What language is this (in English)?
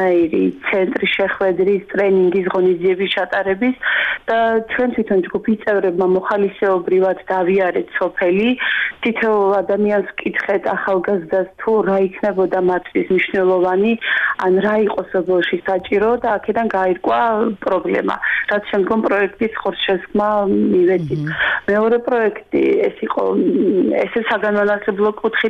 Georgian